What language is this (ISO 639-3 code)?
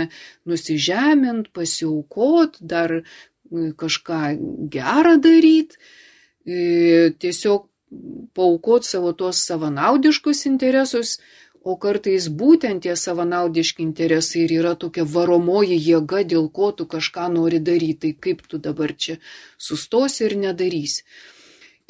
lit